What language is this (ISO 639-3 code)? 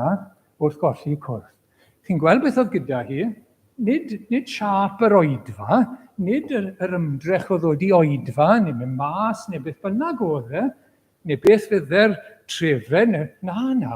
cym